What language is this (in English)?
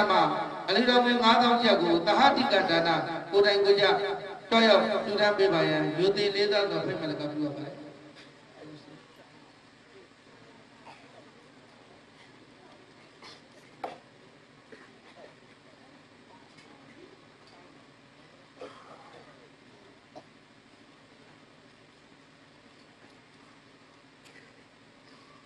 Burmese